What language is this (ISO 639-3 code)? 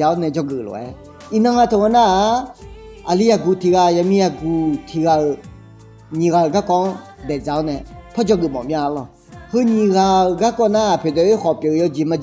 ahk